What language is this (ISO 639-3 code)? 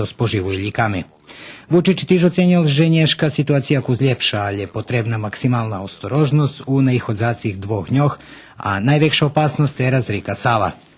rue